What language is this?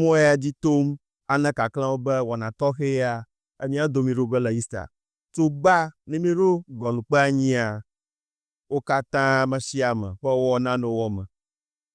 Ewe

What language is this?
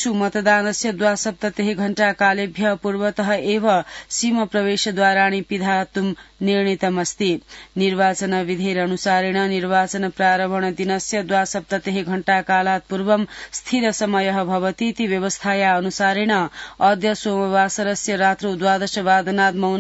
Sanskrit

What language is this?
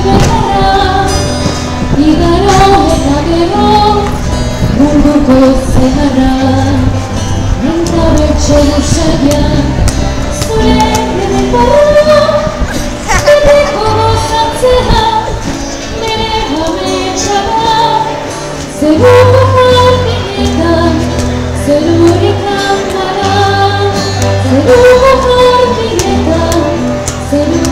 Basque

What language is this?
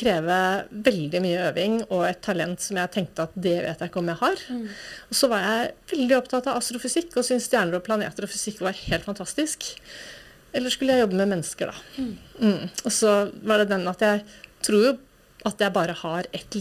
Norwegian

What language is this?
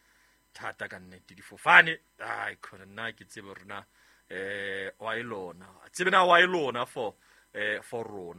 Southern Sotho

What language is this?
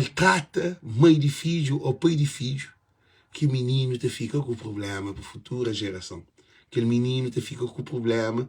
Kabuverdianu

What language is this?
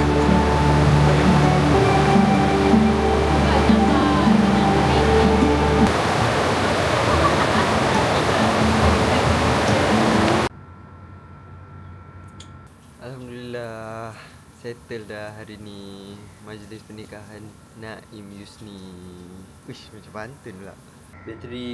Malay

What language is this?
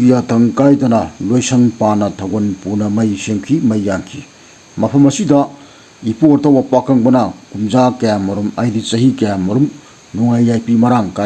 Manipuri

